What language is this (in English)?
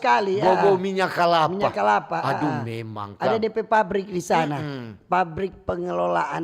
Manado Malay